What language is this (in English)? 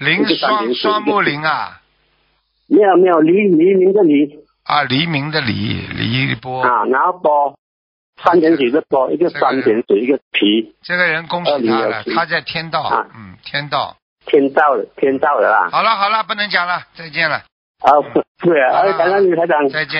Chinese